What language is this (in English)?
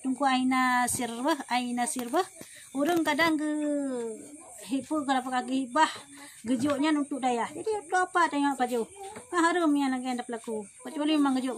Achinese